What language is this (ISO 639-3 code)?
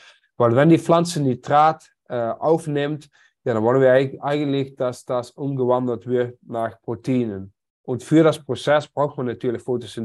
deu